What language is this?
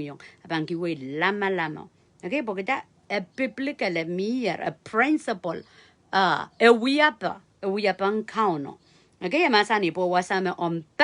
Pohnpeian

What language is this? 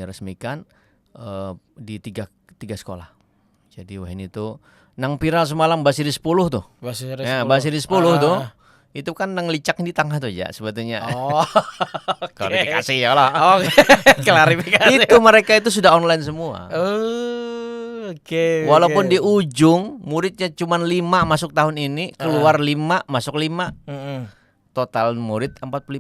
Banjar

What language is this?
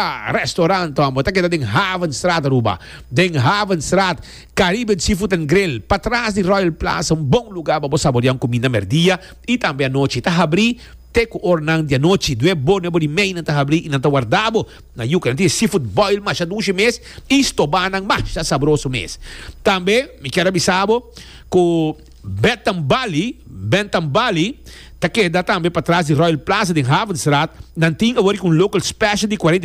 Papiamento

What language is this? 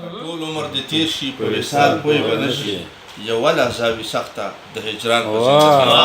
Pashto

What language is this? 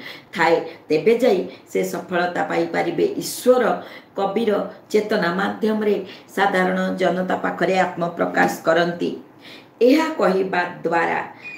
Odia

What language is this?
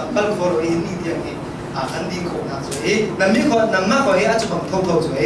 Falam Chin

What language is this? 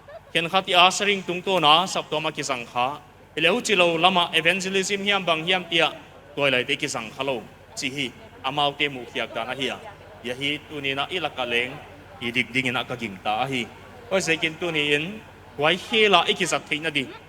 Paite Chin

